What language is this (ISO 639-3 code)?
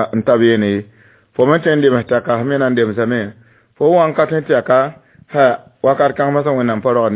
mos